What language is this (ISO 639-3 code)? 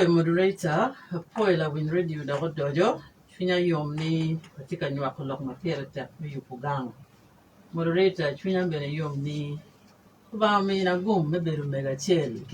ach